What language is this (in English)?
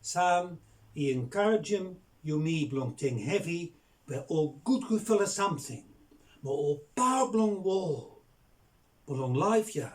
Bislama